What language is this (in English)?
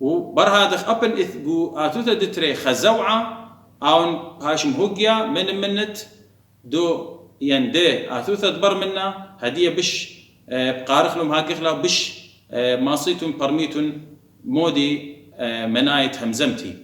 Assyrian Neo-Aramaic